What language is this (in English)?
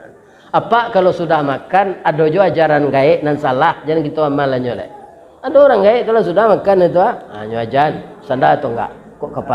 Minangkabau